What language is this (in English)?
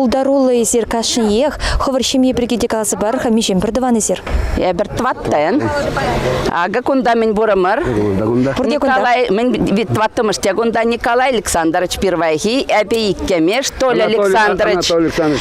Chuvash